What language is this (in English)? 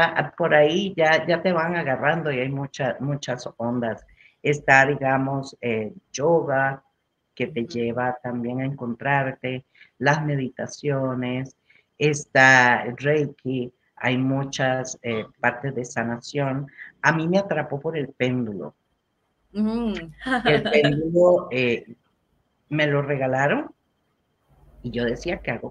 Spanish